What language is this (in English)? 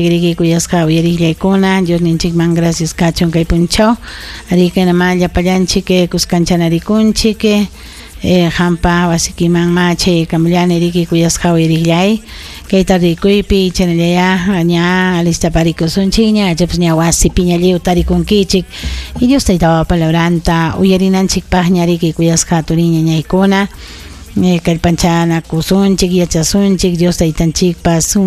Ayacucho Quechua